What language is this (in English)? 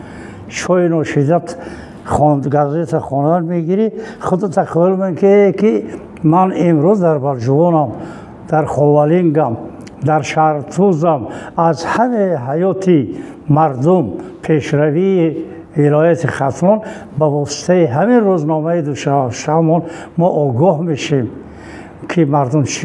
Tajik